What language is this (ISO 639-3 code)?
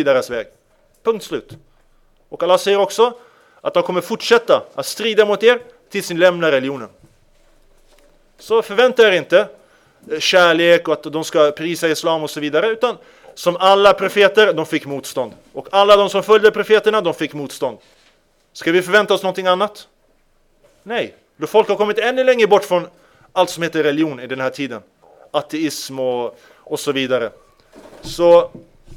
swe